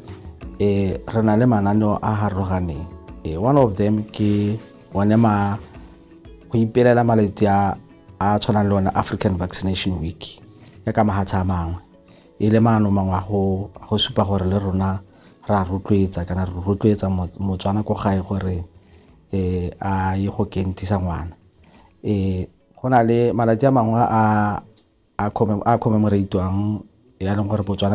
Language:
Tswana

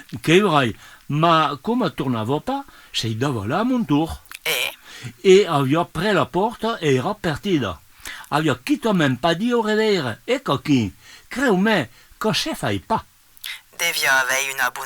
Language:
Occitan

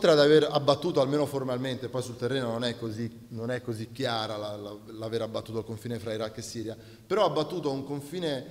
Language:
Italian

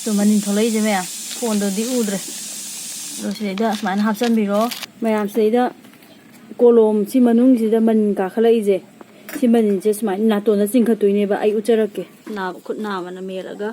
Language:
Manipuri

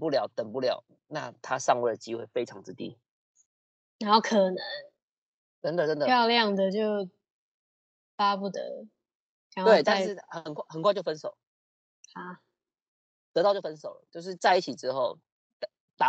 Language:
Chinese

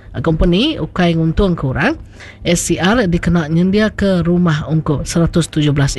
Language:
Iban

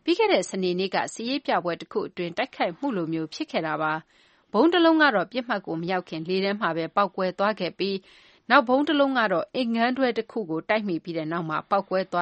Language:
Burmese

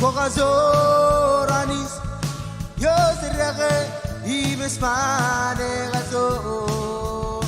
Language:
Marshallese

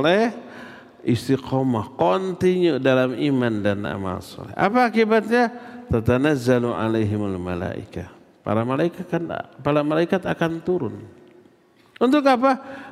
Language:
Indonesian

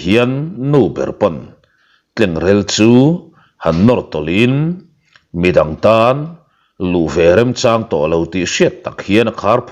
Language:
Mizo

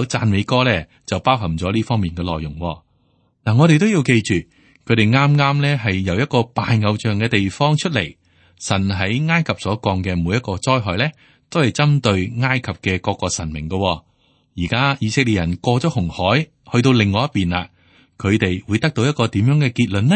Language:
Cantonese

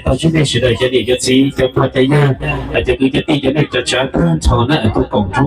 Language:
Hmong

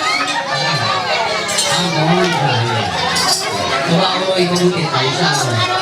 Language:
Ma'anyan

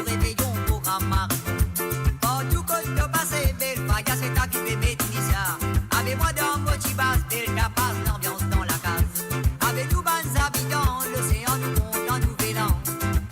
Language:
Morisyen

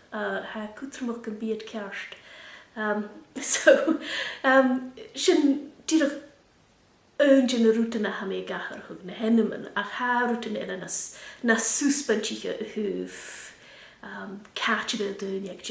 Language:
Scottish Gaelic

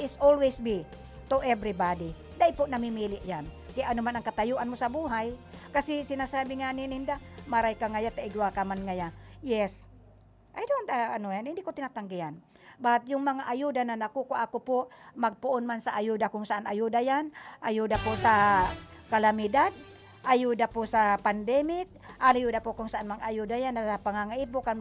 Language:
Bikol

